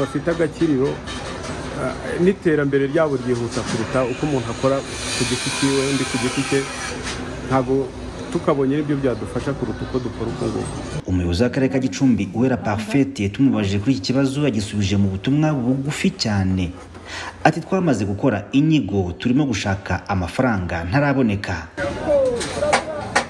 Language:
Kinyarwanda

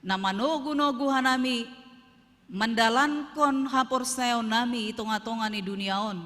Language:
Batak Simalungun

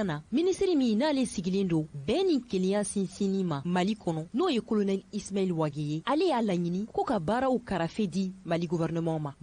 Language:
Bambara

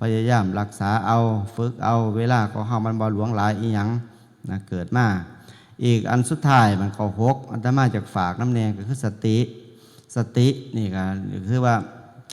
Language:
Northeastern Thai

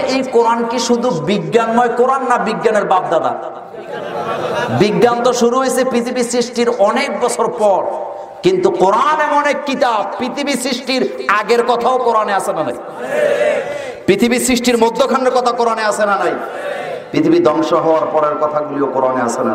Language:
Bangla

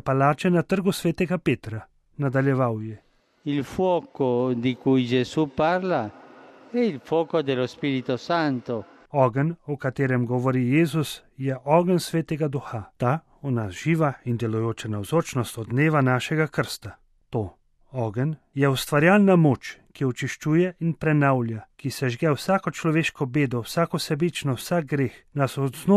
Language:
Slovenian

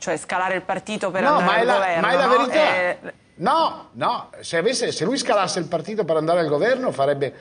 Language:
Italian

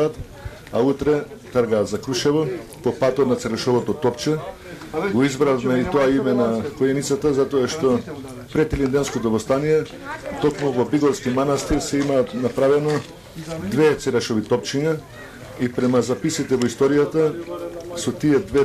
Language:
Macedonian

